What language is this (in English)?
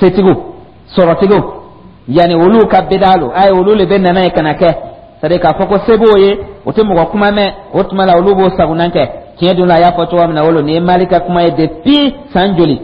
Dyula